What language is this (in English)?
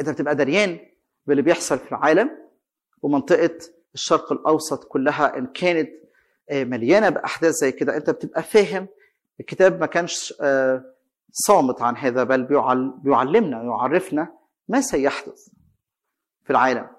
Egyptian Arabic